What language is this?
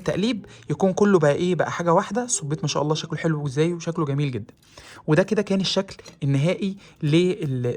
Egyptian Arabic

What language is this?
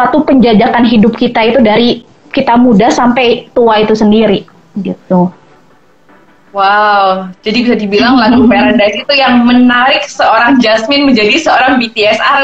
Indonesian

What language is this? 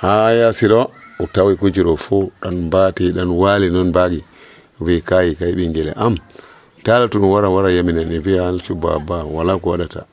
Nigerian Fulfulde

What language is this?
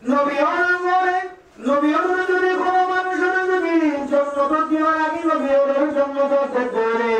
Rohingya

